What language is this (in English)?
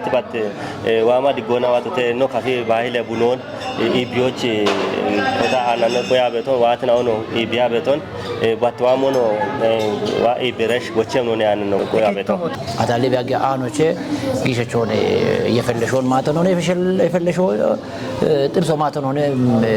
Kafa